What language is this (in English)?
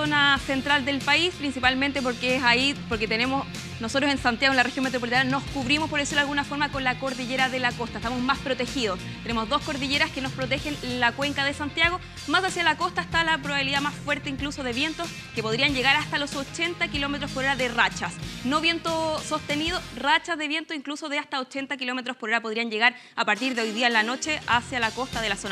Spanish